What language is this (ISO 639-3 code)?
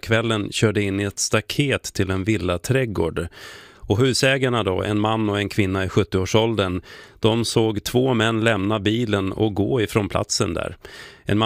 swe